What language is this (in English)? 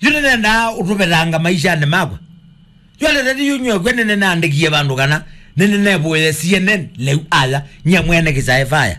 Kamba